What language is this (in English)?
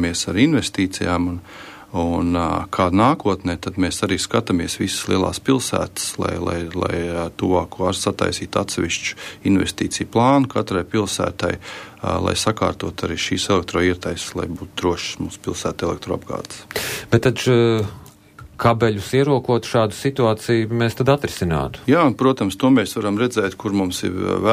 Latvian